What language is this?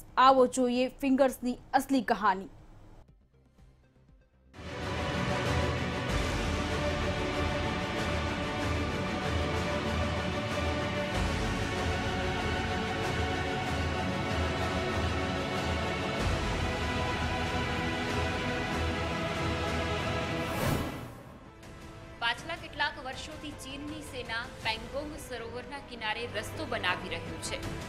Gujarati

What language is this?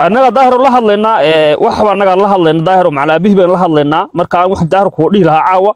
Somali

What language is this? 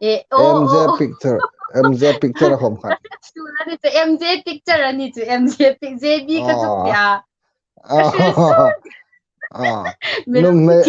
Hmar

